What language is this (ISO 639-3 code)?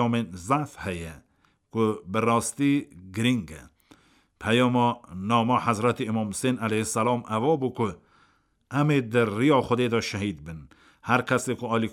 kur